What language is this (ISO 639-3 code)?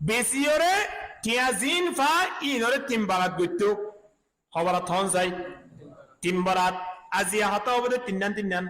rhg